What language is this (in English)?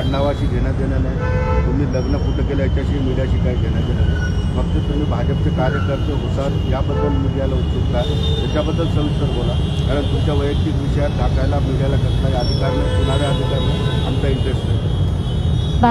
Marathi